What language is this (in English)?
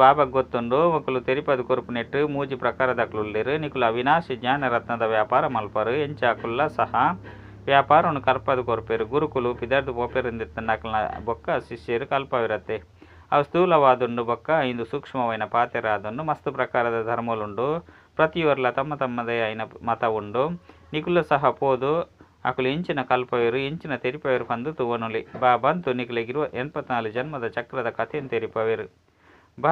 Tulu